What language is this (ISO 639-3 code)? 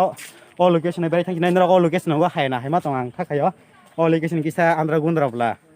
trp